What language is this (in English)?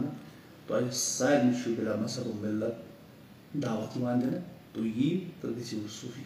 Kashmiri